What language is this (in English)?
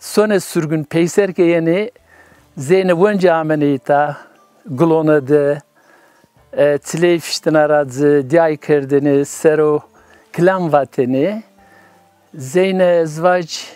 Zaza